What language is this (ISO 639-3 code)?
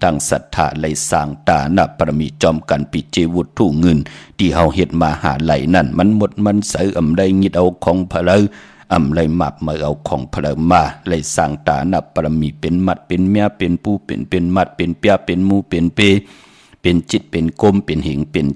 shn